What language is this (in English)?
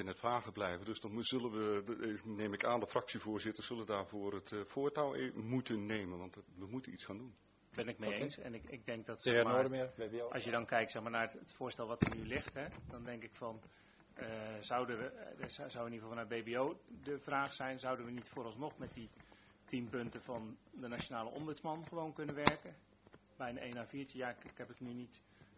Dutch